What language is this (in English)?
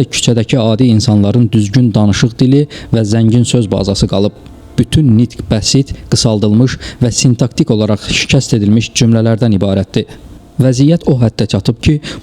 Azerbaijani